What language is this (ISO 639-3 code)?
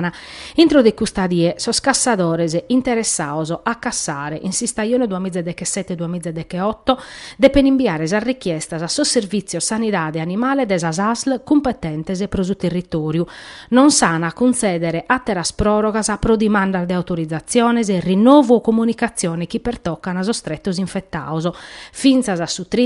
srd